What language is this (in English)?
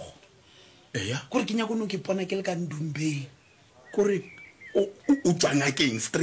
Northern Sotho